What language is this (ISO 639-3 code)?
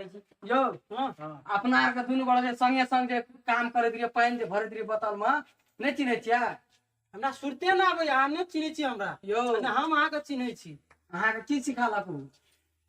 mai